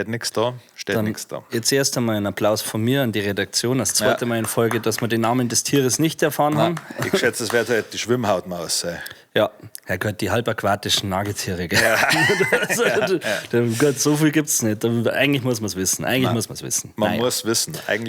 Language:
Bavarian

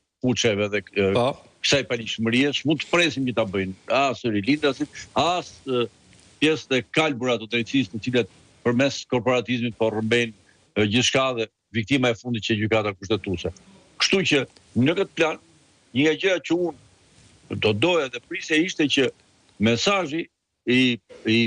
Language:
Albanian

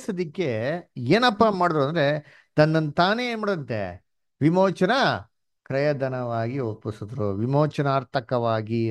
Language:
Kannada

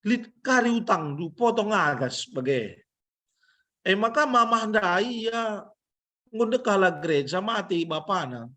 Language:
Batak Karo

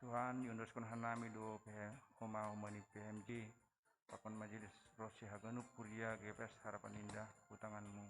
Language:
Batak Simalungun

